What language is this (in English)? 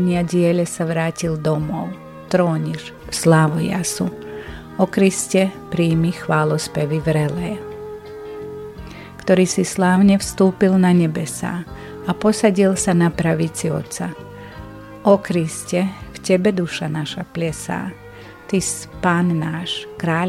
Slovak